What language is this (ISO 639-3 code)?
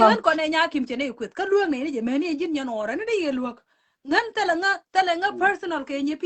nus